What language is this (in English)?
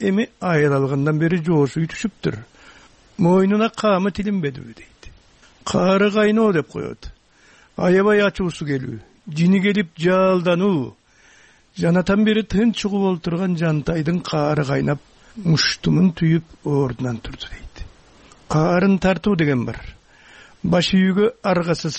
Kyrgyz